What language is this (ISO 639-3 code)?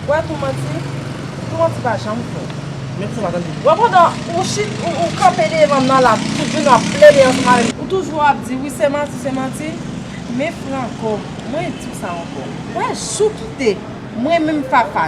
hat